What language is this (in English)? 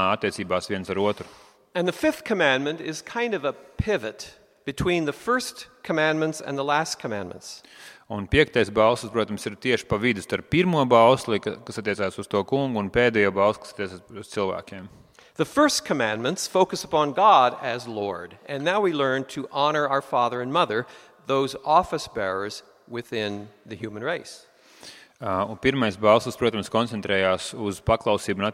Latvian